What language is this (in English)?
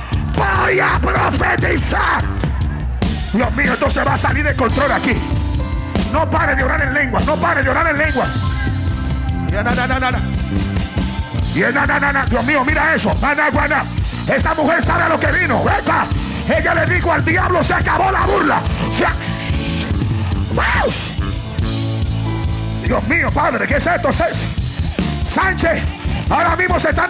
Spanish